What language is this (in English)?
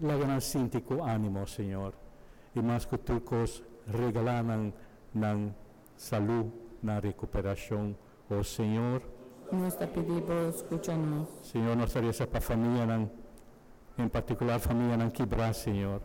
Papiamento